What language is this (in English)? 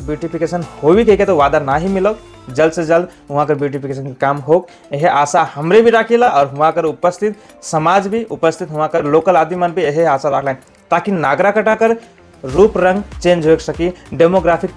Sadri